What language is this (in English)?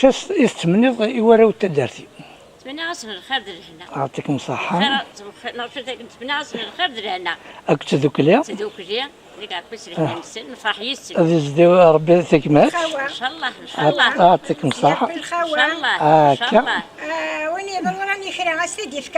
Kabyle